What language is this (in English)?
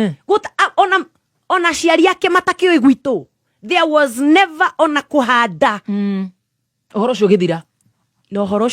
Kikuyu